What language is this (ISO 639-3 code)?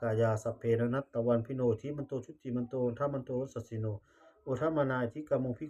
pli